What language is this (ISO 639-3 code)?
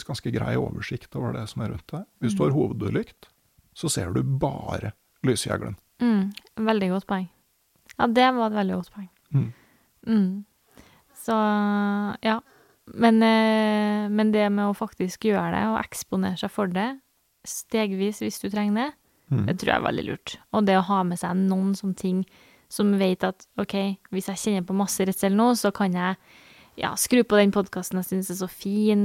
nor